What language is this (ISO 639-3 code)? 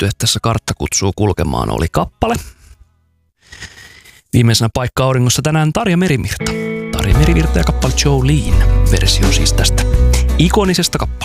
fin